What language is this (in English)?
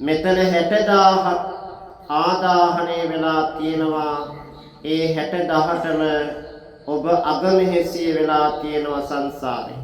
Sinhala